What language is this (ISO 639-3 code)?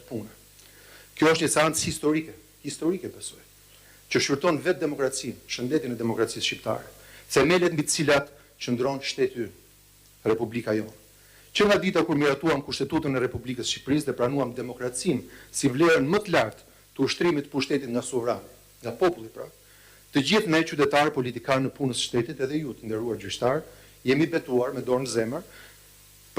sqi